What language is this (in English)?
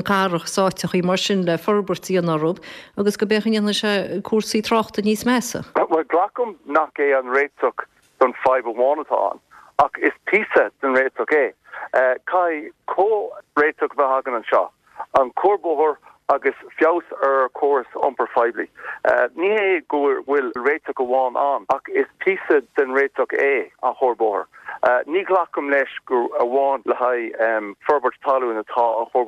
Irish